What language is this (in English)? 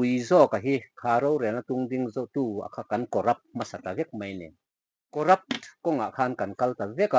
Mizo